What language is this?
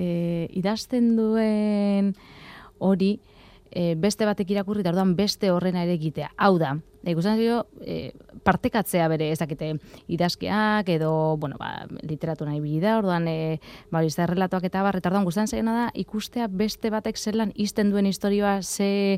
Basque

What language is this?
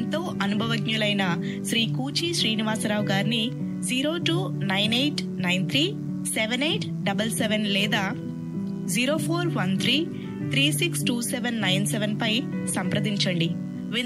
Telugu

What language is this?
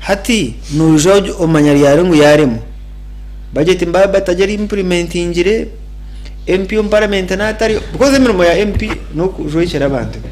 Nyankole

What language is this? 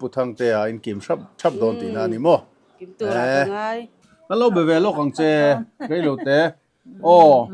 Mizo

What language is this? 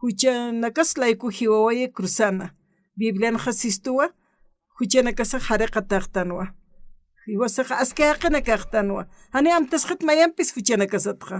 Aymara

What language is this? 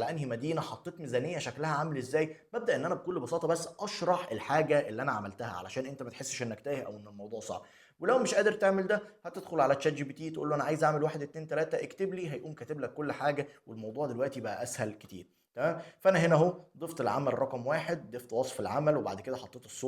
Egyptian Arabic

